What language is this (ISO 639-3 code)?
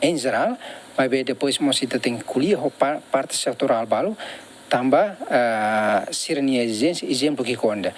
tet